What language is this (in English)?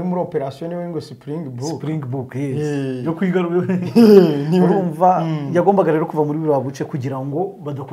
Kinyarwanda